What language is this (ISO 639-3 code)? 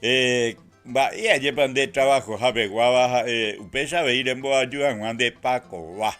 grn